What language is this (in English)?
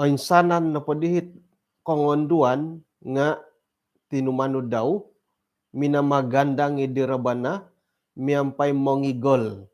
Central Dusun